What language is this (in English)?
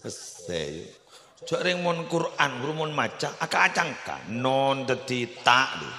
Madurese